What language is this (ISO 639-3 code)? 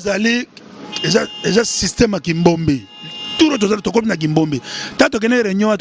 lin